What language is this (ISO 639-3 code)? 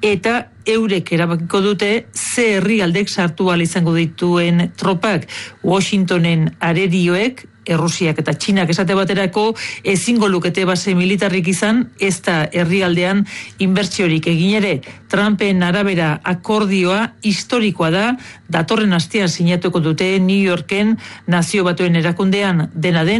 eus